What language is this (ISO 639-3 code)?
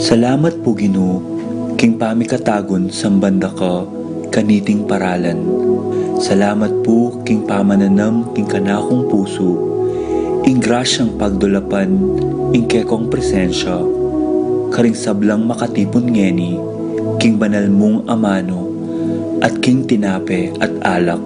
pam